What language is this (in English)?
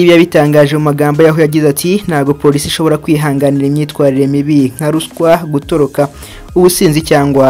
Kinyarwanda